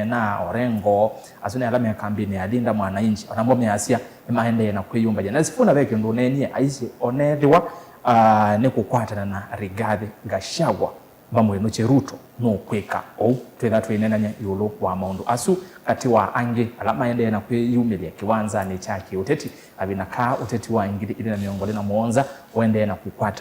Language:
Kamba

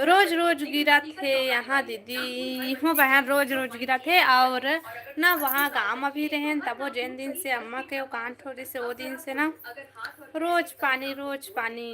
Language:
Chhattisgarhi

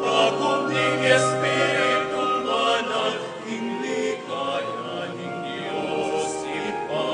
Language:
Pampanga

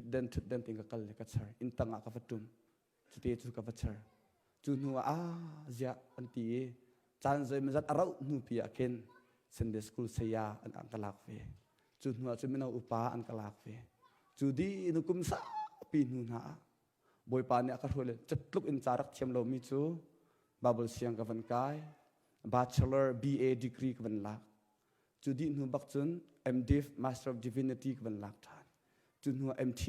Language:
Hakha Chin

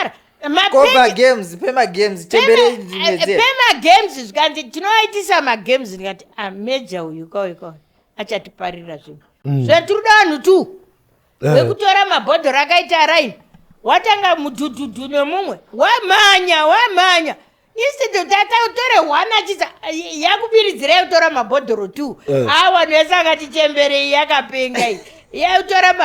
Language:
Shona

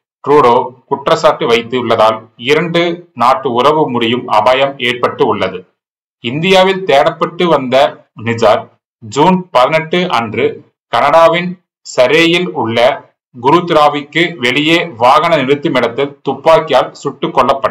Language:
Tamil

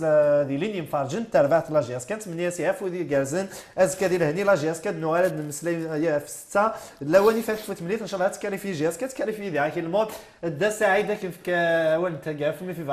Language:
Kabyle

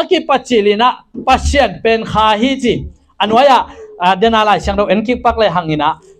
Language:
Tedim Chin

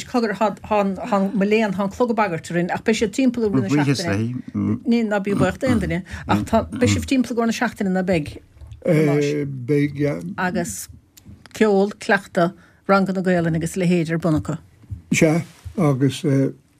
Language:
Irish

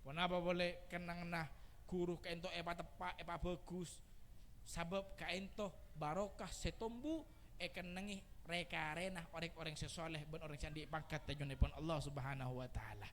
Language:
Madurese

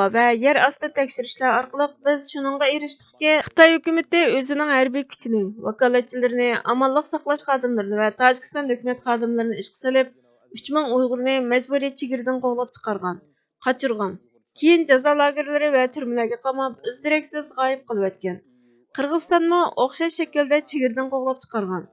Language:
Uyghur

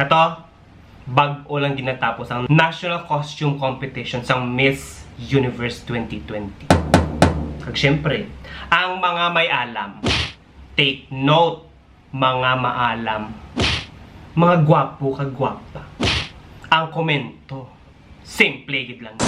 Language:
Hiligaynon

